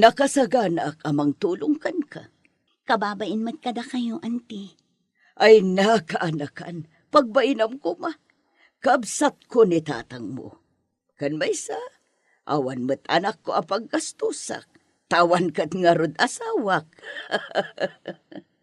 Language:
Iloko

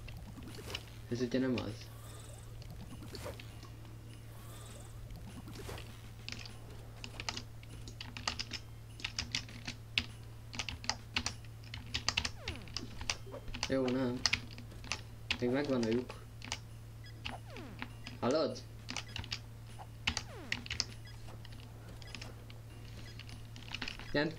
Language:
Hungarian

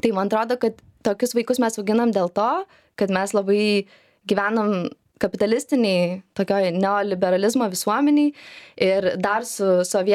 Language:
Lithuanian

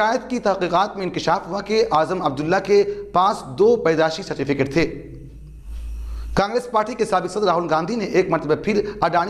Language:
Urdu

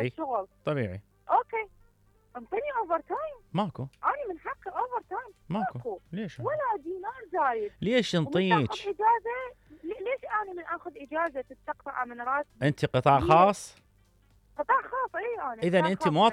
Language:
Mesopotamian Arabic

